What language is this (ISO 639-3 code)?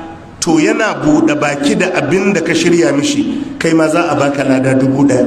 hau